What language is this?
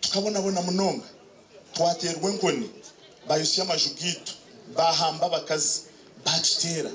Nyankole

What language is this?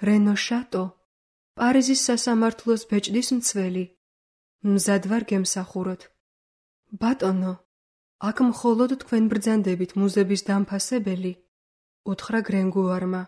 Georgian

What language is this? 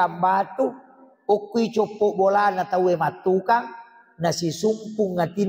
Buginese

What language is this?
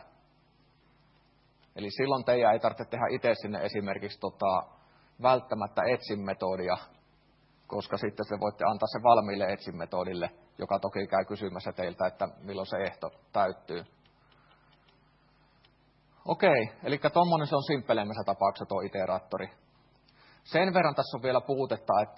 Finnish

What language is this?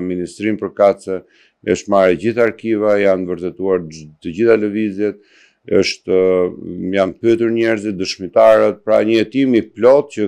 Albanian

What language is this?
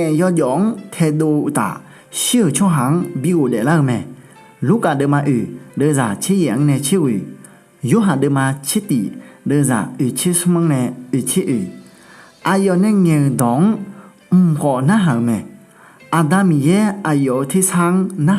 Akha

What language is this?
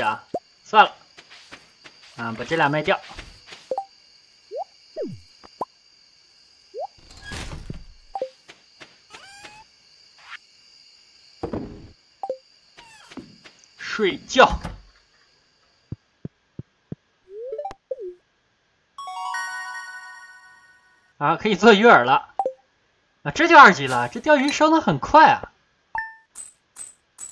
Chinese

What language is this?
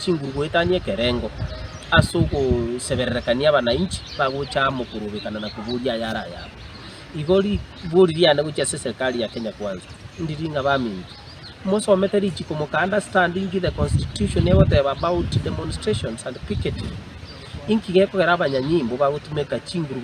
Gusii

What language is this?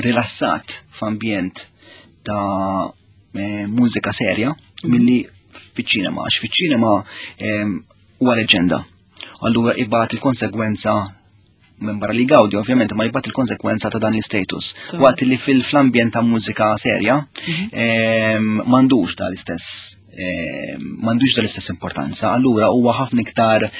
Maltese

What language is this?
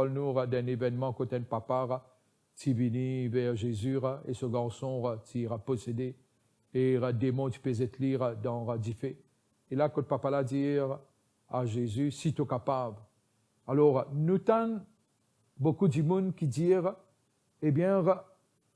Morisyen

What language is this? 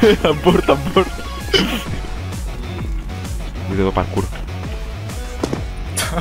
Greek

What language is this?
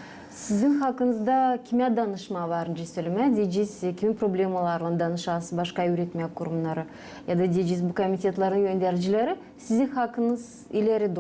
Gagauz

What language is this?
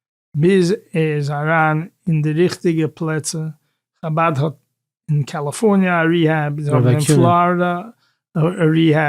Yiddish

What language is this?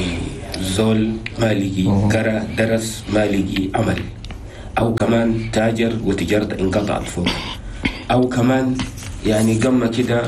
Chadian Arabic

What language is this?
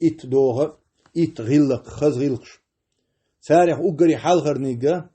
Chechen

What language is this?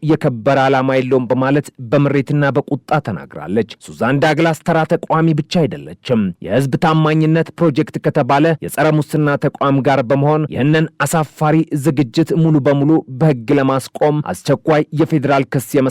Amharic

